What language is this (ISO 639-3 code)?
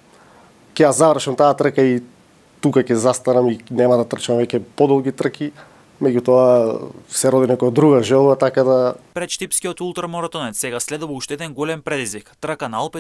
mkd